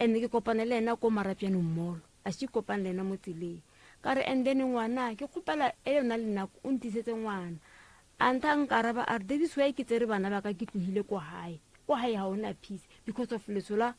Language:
Northern Sotho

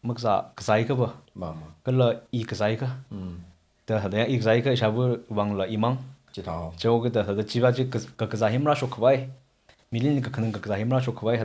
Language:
Tangkhul Naga (India)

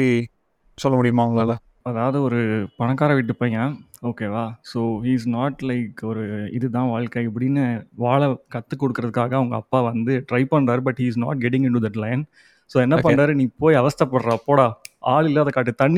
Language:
Tamil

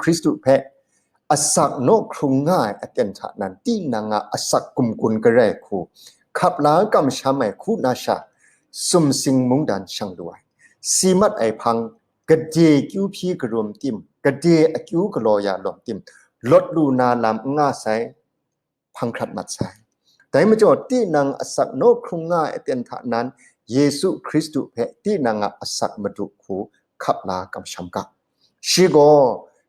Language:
Kachin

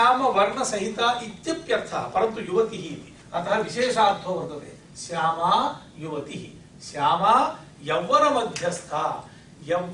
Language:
Sanskrit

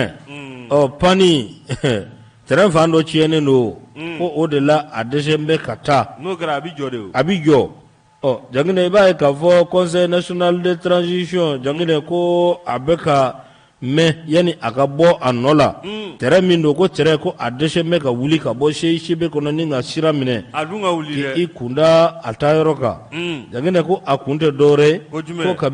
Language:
Bambara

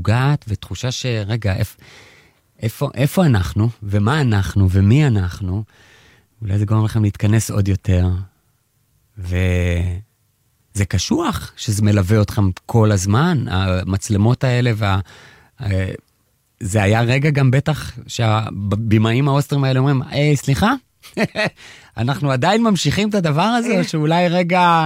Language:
Hebrew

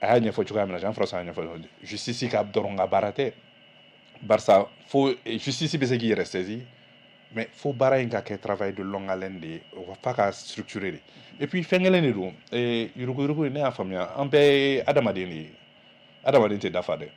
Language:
Bambara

